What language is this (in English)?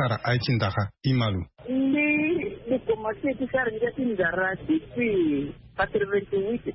Sango